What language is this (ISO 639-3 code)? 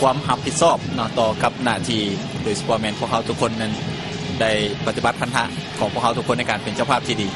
lao